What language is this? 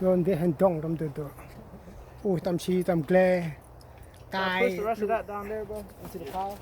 Central Mnong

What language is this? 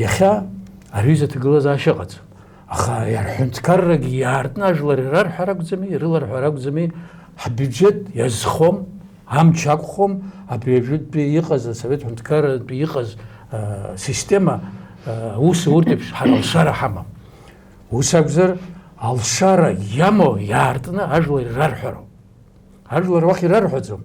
Abkhazian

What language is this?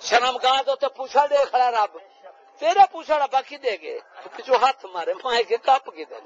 Saraiki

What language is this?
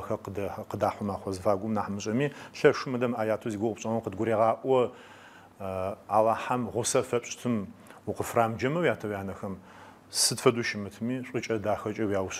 Adyghe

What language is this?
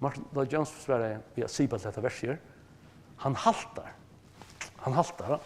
Faroese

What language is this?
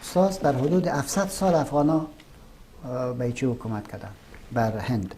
Persian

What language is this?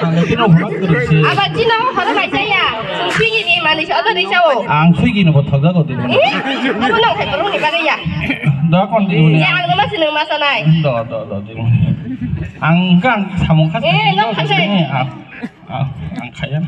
Kok Borok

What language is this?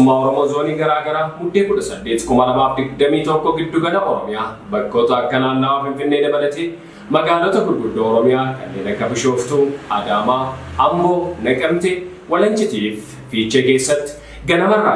Oromo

